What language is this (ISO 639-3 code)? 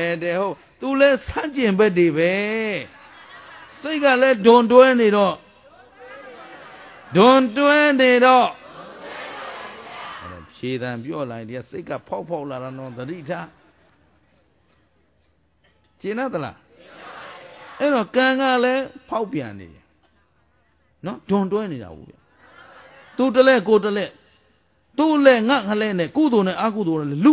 mya